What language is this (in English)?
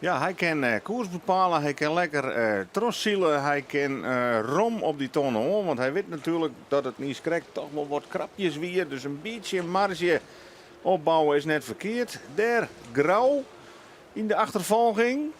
Western Frisian